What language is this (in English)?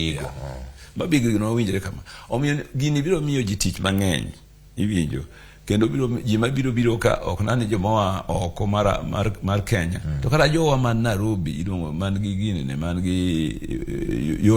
Luo (Kenya and Tanzania)